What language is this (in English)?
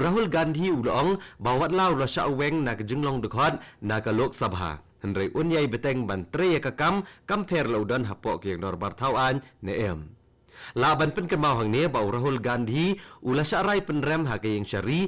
Khasi